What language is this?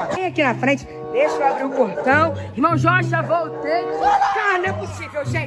Portuguese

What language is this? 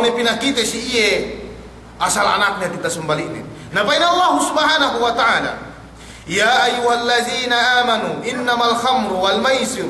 Yakan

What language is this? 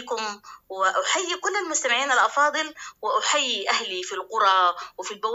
Sudanese Arabic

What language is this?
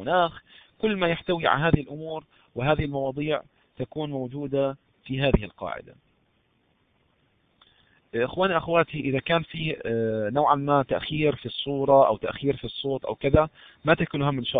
Arabic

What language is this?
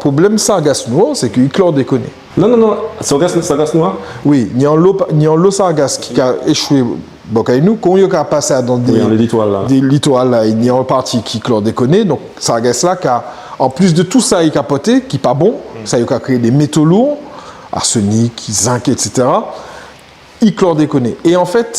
Guadeloupean Creole French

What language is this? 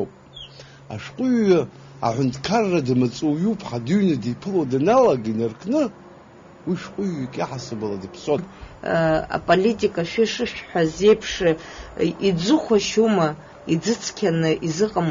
Abkhazian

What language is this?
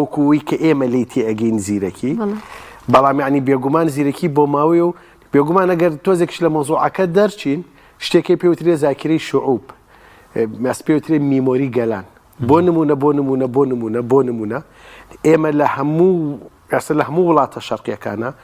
Central Kurdish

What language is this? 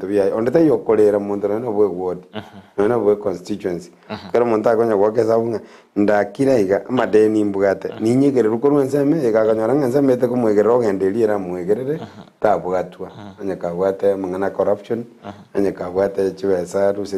Gusii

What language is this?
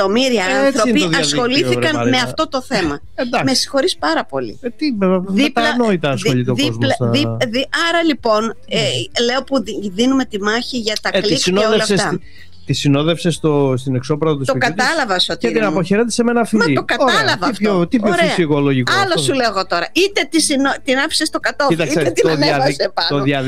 Greek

